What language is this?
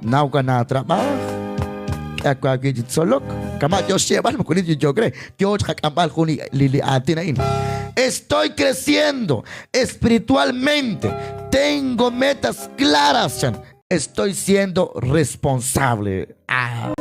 Kekchí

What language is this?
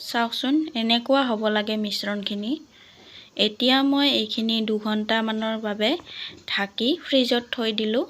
Assamese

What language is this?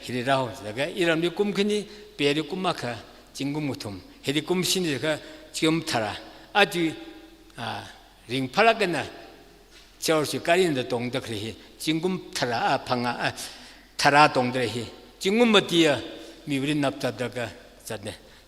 Tangkhul Naga (India)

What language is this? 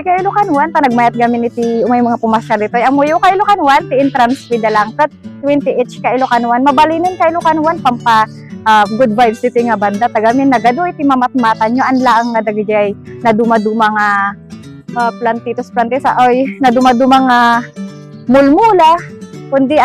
Iloko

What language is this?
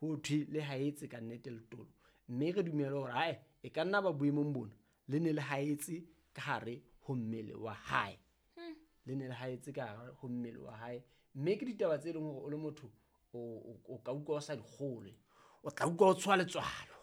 Southern Sotho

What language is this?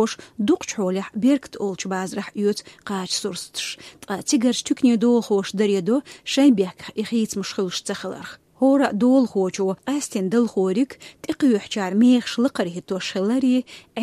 Chechen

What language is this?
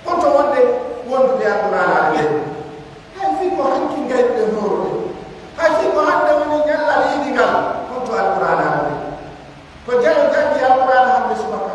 Pular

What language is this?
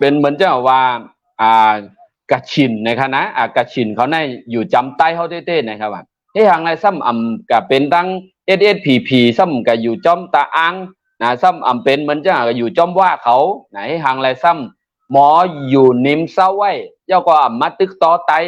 Shan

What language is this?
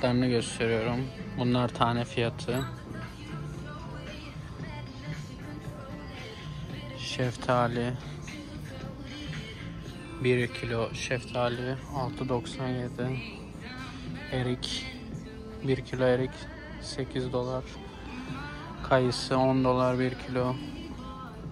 Turkish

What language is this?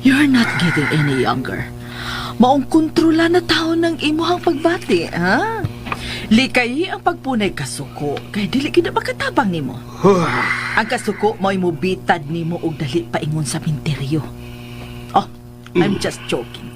Cebuano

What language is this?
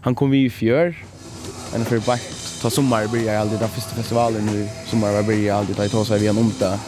Faroese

